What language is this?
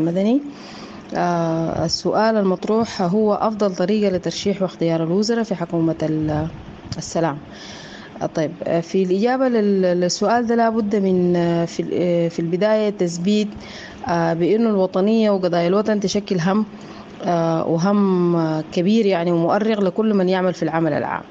Sudanese Arabic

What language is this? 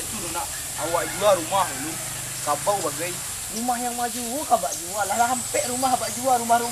Minangkabau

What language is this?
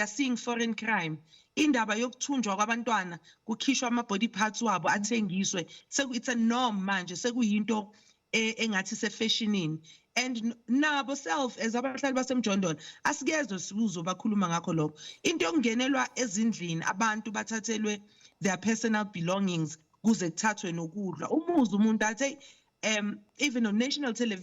Zulu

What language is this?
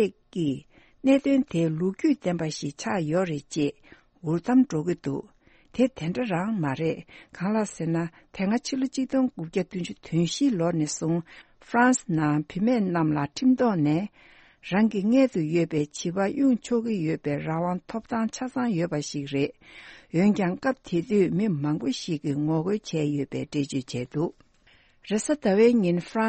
Tibetan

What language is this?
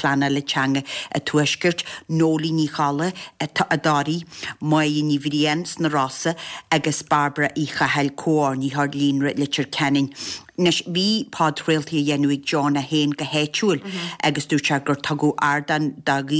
Irish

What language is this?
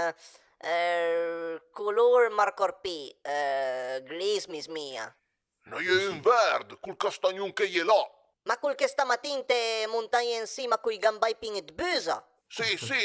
Piedmontese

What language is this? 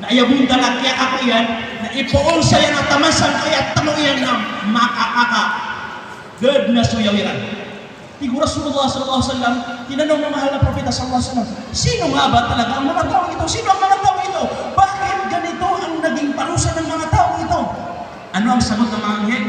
Maranao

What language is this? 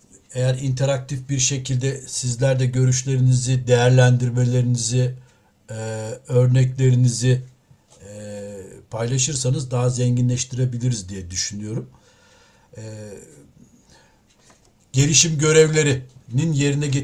Turkish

